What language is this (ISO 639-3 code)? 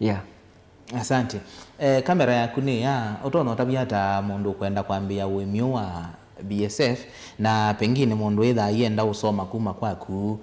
kam